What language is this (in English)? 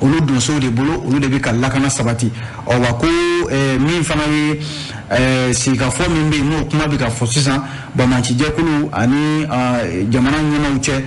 Bambara